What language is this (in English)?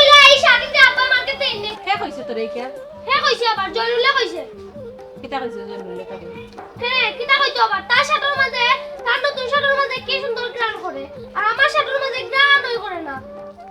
Sylheti